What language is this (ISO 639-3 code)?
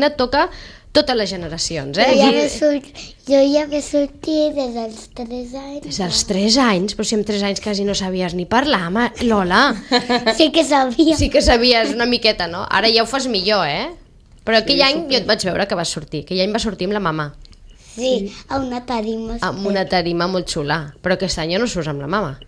cat